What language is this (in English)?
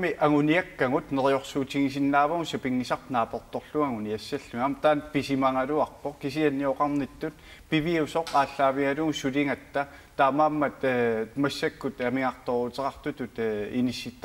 Kalaallisut